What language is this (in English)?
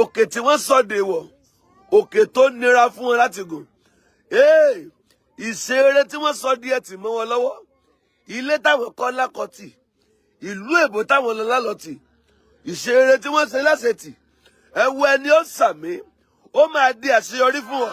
Yoruba